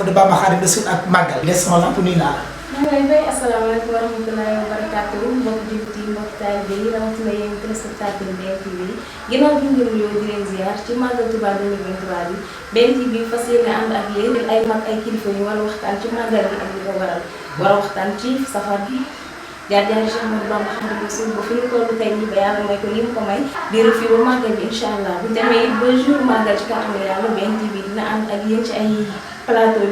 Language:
Wolof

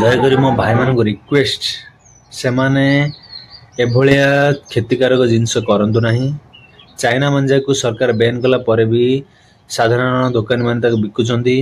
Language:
Odia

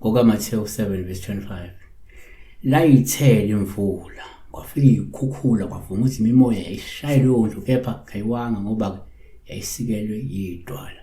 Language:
Zulu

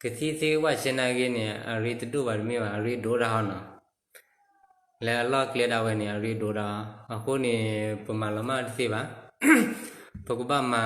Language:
S'gaw Karen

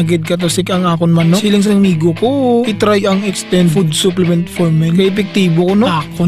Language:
Hiligaynon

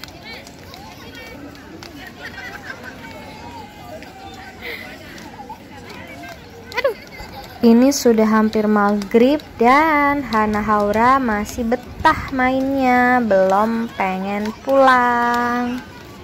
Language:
Indonesian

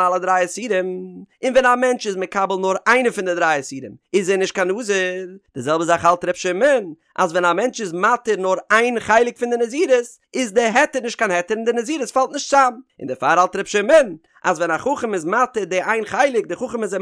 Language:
Yiddish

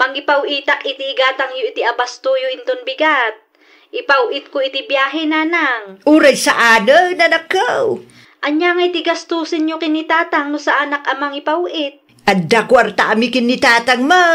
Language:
Iloko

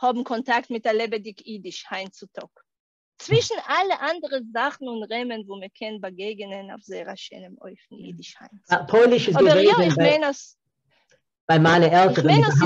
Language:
Yiddish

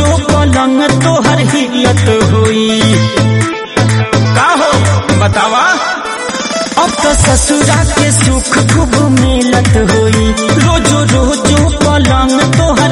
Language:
Bhojpuri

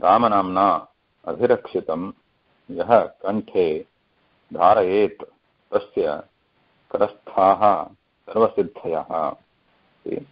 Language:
Sanskrit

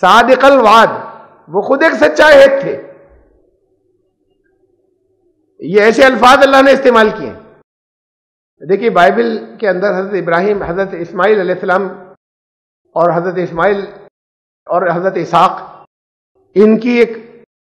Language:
Urdu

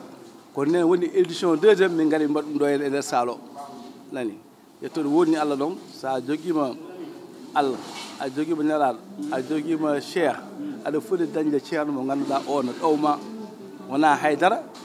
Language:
Fula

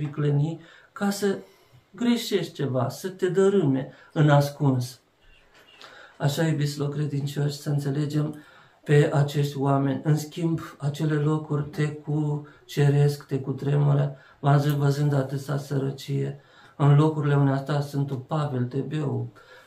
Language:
Romanian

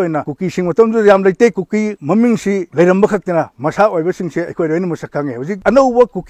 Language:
Manipuri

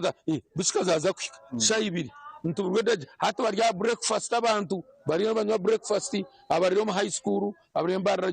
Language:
Nyankole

